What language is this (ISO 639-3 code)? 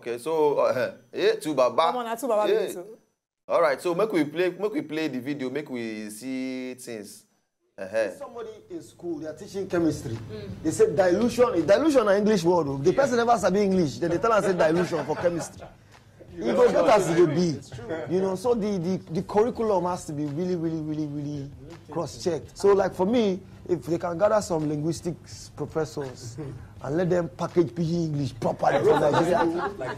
pcm